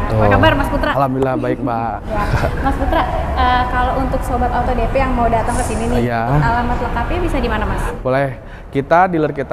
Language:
Indonesian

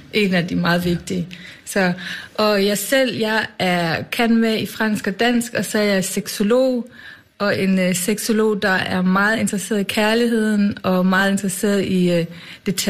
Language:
Danish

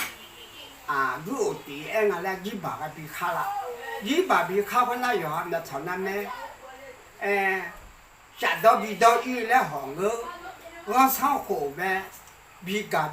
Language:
Akha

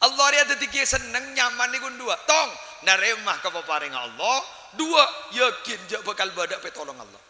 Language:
Madurese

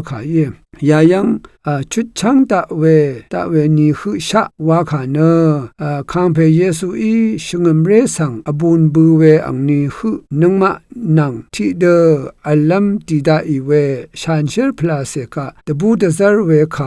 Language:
Rawang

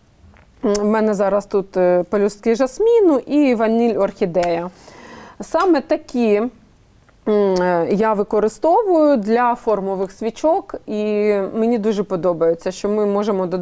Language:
Ukrainian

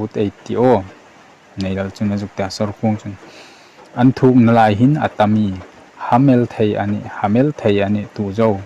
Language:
Hmar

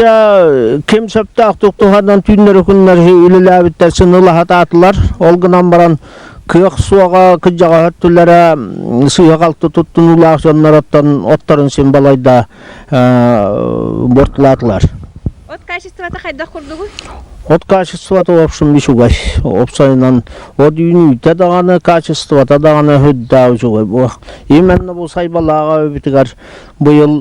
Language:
Yakut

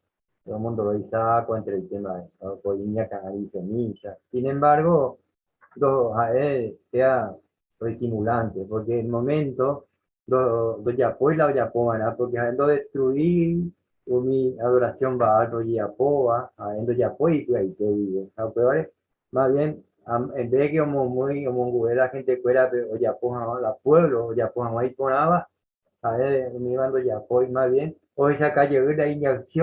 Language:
Guarani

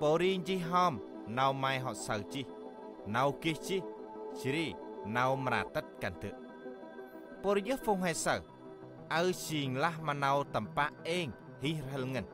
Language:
Central Mnong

